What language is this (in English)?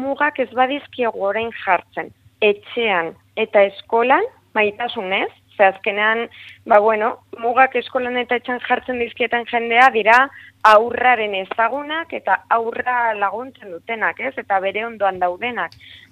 Basque